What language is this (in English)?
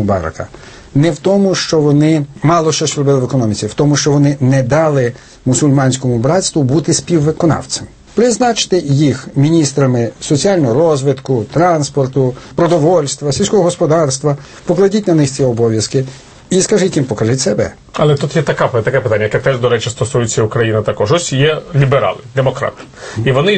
Ukrainian